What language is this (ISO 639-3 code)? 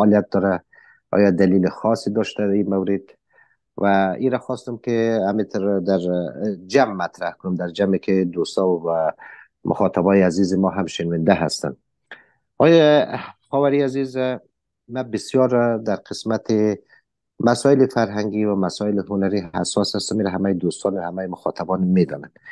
fas